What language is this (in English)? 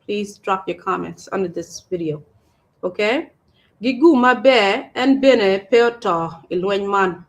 Acoli